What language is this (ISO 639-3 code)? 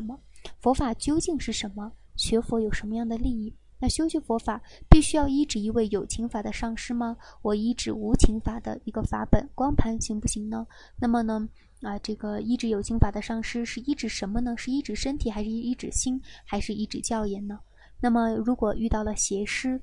zho